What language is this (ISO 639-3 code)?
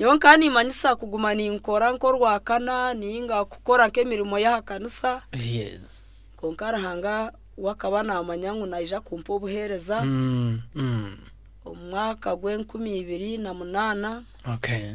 nyn